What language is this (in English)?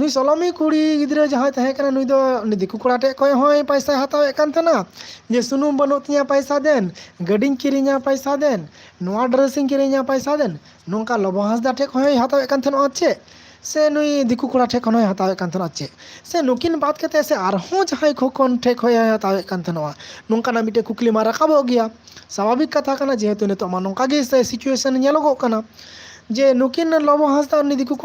Santali